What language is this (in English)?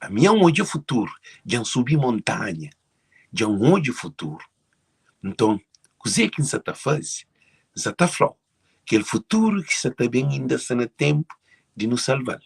Kabuverdianu